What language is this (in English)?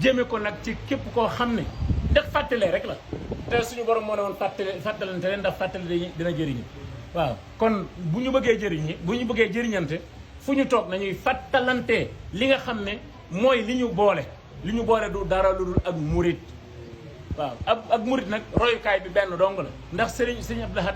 Wolof